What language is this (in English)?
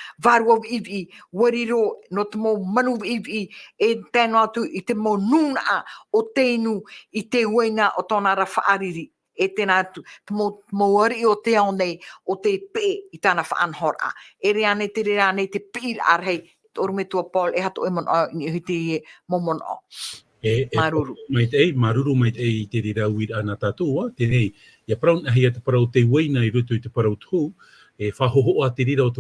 Tahitian